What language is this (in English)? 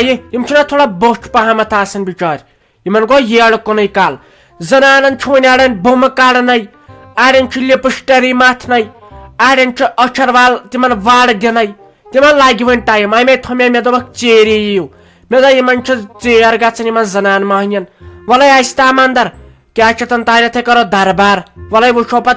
Kashmiri